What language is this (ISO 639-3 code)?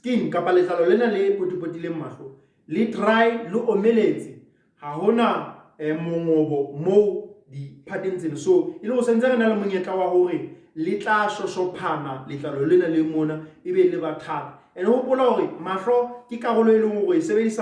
sot